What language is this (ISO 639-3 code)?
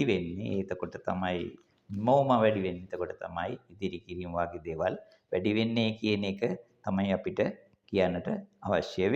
sin